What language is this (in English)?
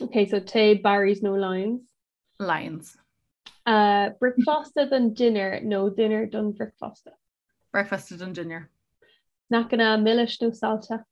Irish